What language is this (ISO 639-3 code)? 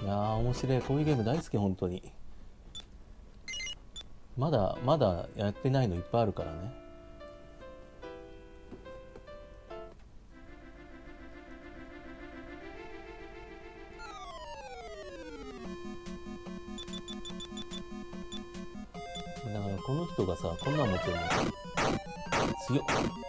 jpn